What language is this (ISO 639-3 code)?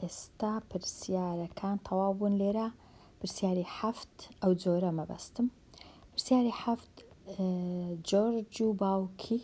ckb